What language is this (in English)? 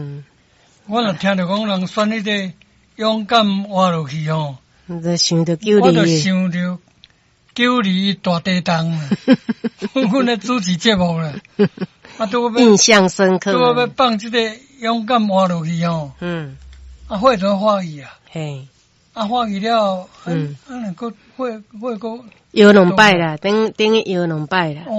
Min Nan Chinese